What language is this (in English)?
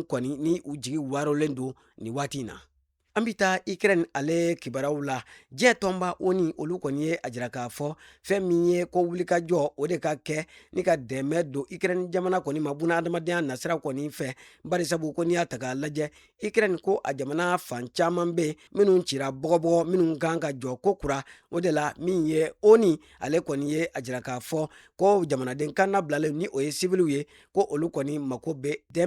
Bambara